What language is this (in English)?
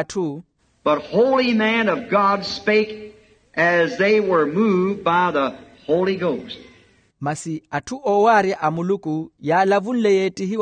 Makhuwa